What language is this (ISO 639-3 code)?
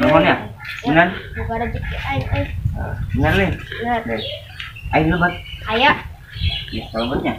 sun